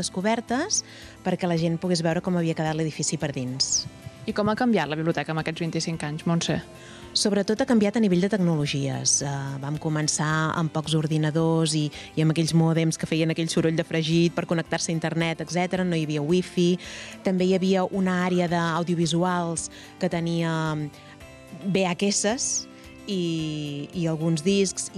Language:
Catalan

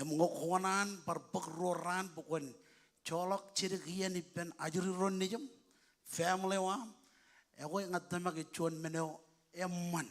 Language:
Marshallese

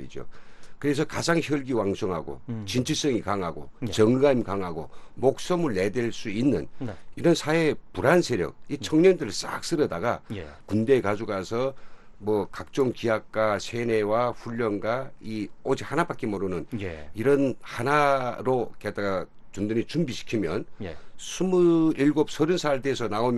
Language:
Korean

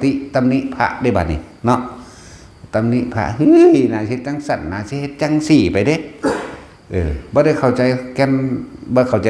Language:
Northeastern Thai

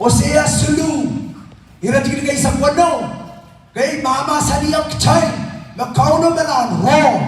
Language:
Pohnpeian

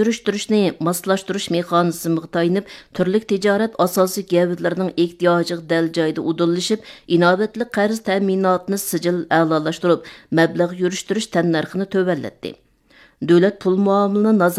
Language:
Uyghur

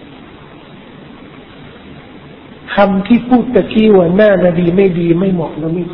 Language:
Thai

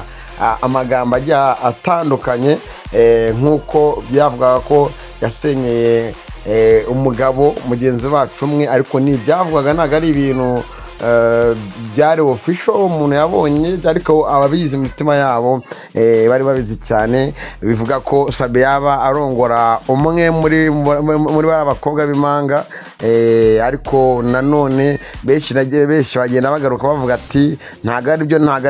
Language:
Kinyarwanda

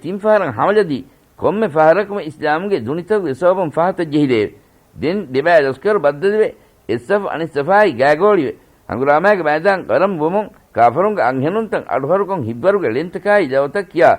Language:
Divehi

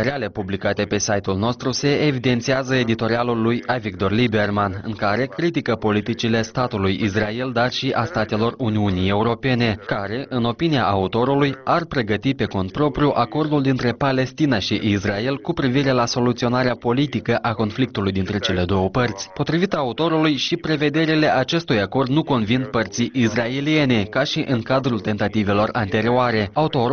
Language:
Romanian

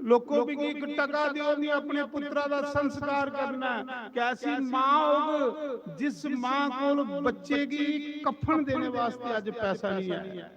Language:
Dogri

